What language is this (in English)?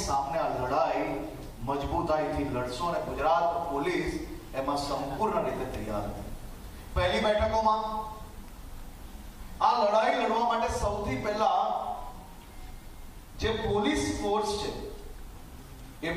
Gujarati